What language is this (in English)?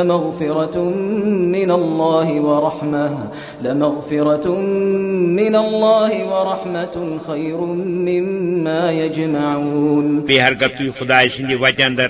Kashmiri